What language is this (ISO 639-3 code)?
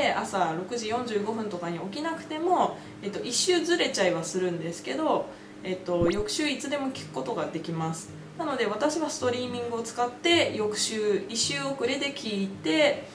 jpn